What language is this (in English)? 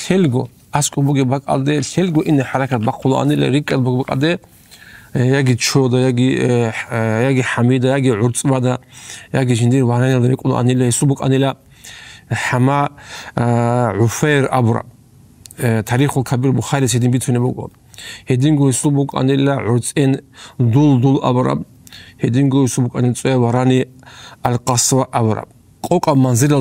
Avaric